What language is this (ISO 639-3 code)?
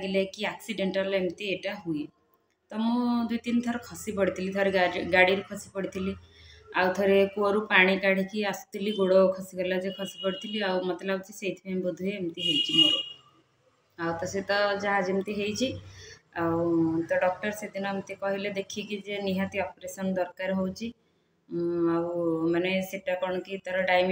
ori